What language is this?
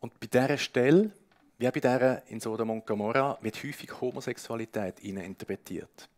Swiss German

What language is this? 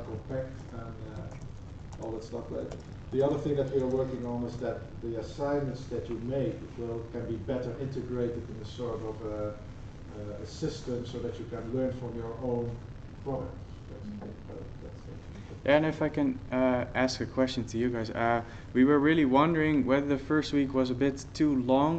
English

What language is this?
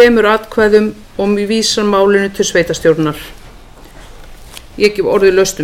Icelandic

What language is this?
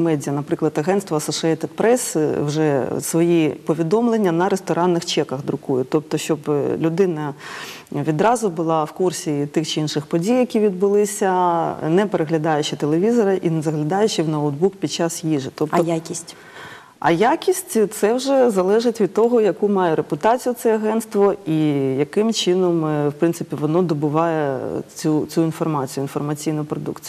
Ukrainian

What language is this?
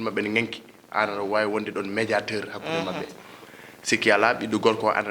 Fula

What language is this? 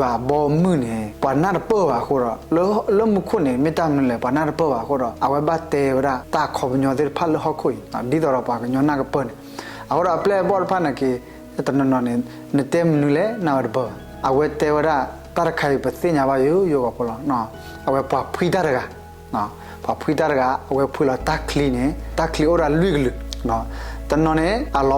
S'gaw Karen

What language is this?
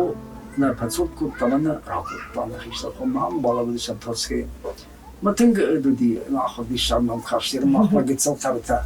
Ossetic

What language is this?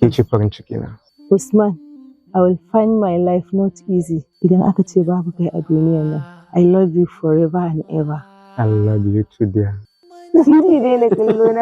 Hausa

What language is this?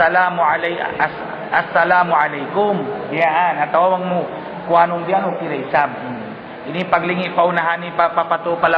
Tausug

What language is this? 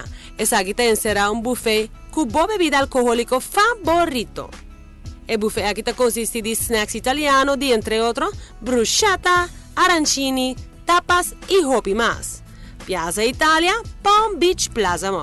Papiamento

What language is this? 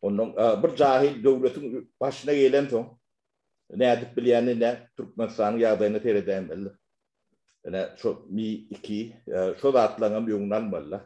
Turkmen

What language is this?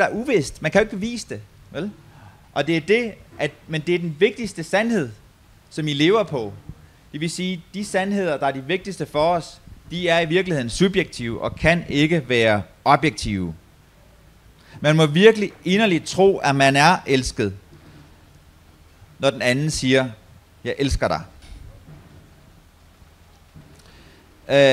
Danish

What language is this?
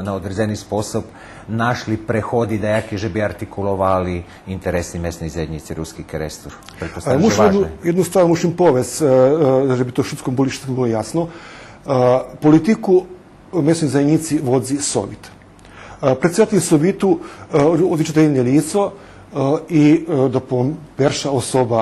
Rusyn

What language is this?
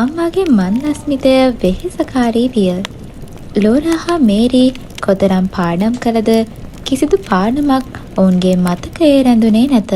Sinhala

